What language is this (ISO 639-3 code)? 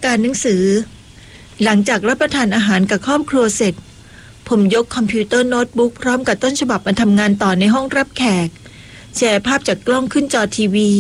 tha